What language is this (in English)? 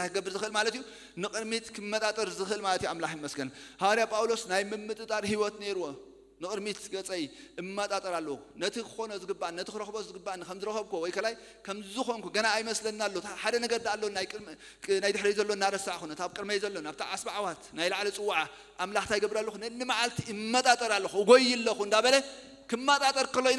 Tigrinya